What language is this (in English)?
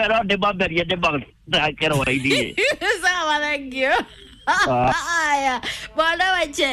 Kikuyu